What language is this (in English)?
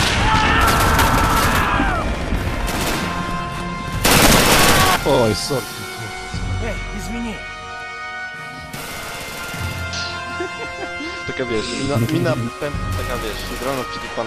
Polish